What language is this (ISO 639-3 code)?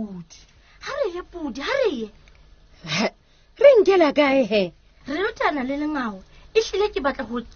sot